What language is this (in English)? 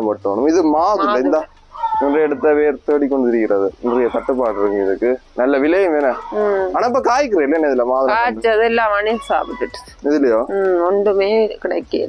Tamil